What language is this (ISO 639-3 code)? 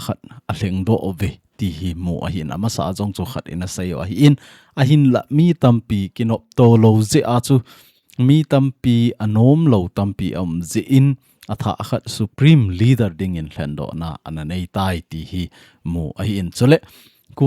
tcz